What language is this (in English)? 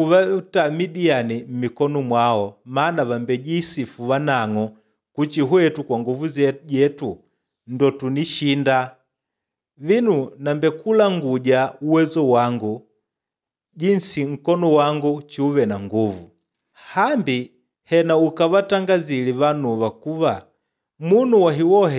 Makonde